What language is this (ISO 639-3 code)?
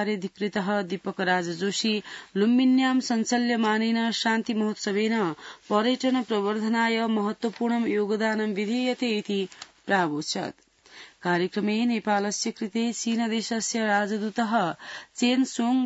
san